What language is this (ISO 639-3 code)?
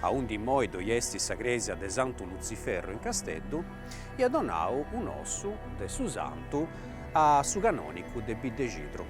srd